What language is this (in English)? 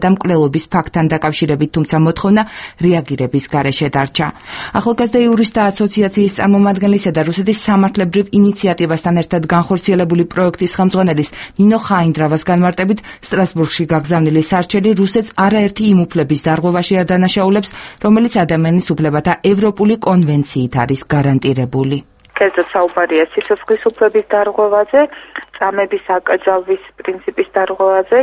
Georgian